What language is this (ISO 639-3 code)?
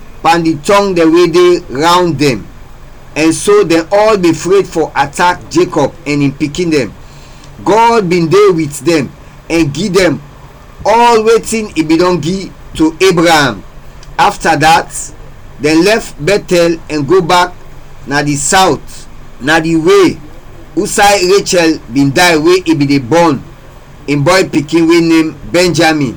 kri